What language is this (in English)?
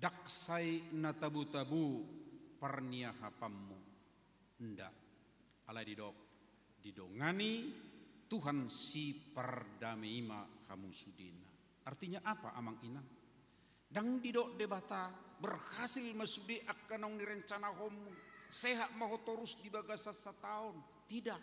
Batak Toba